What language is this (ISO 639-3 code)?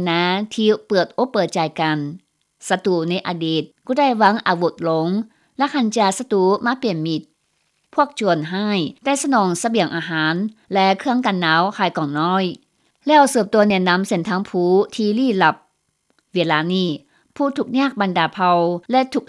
lao